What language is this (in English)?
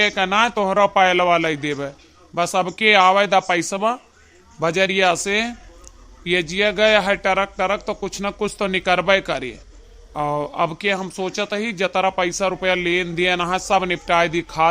Awadhi